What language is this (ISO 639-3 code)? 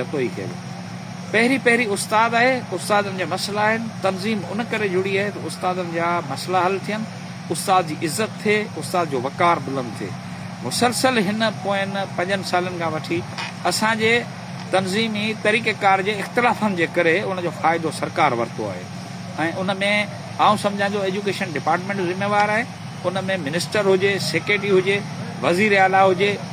snd